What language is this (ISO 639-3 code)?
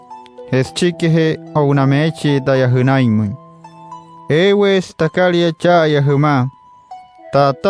guc